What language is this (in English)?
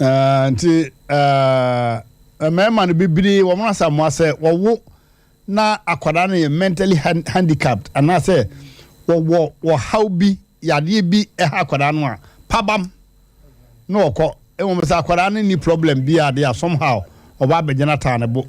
Akan